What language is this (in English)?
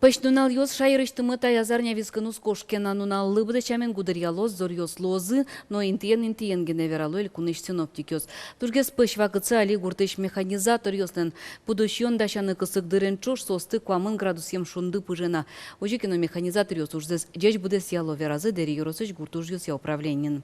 Udmurt